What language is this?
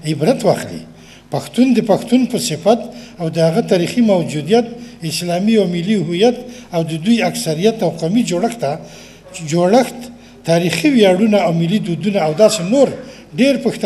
Pashto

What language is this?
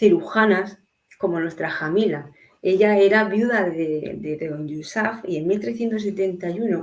Ladino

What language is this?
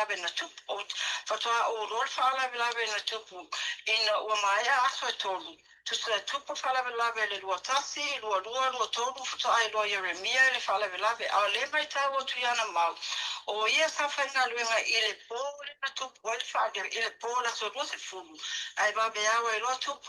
Samoan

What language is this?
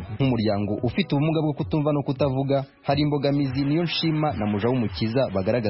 Kinyarwanda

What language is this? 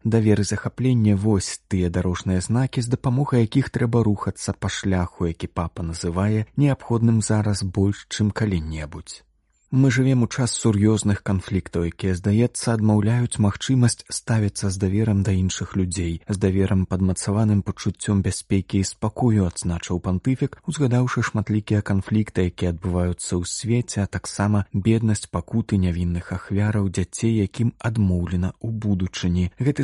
Belarusian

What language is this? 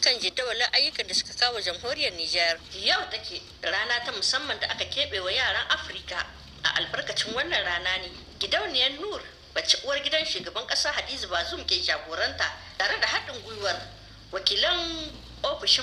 Hausa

